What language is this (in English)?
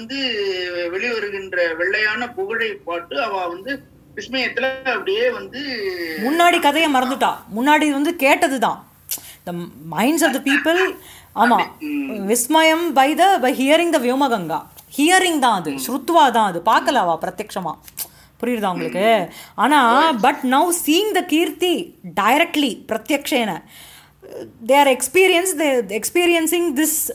Tamil